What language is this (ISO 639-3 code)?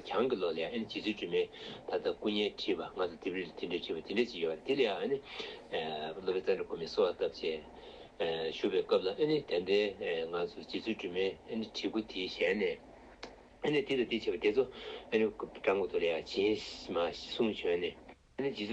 bod